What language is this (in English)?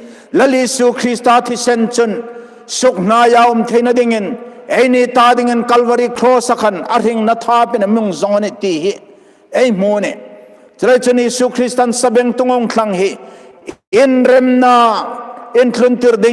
Hmar